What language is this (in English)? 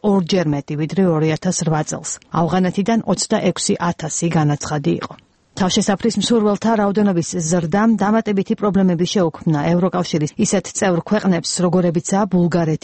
Georgian